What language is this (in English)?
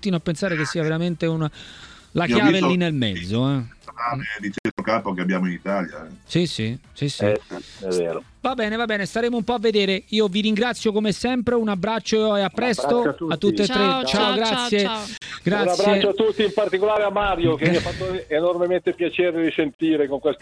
Italian